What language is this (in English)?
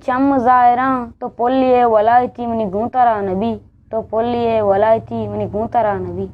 Eastern Balochi